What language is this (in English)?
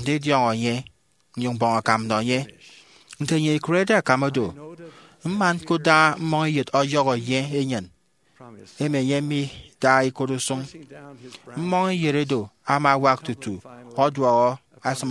Efik